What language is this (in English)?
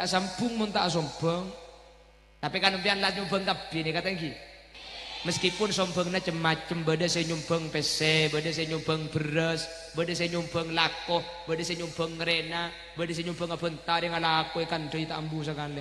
Madurese